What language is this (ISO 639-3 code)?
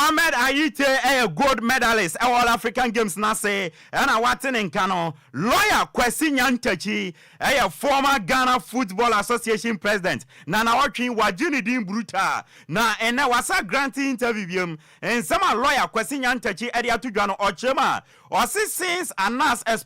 aka